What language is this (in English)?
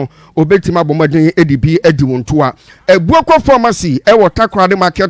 Akan